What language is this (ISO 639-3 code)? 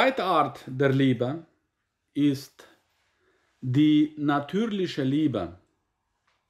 deu